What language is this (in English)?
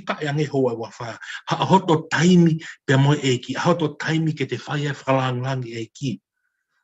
Tongan